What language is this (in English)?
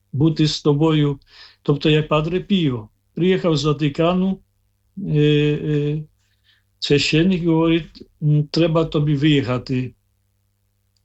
Ukrainian